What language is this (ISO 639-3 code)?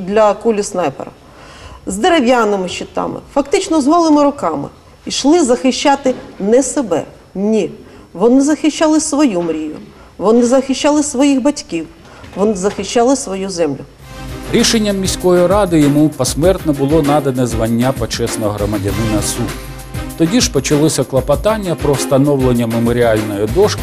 ukr